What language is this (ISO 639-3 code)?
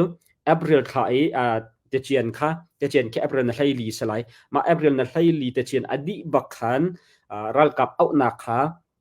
cnh